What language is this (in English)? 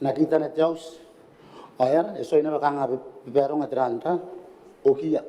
Gilbertese